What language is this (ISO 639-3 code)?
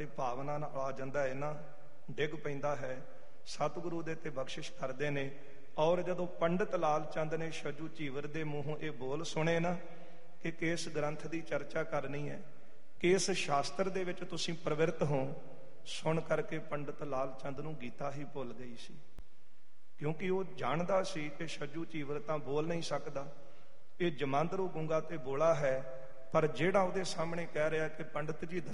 pan